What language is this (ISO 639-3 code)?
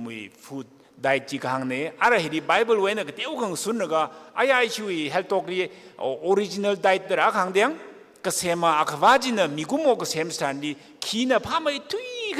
nmf